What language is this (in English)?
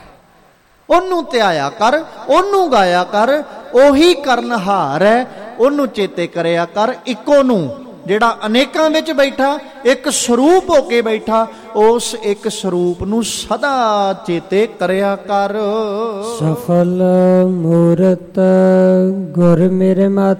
Punjabi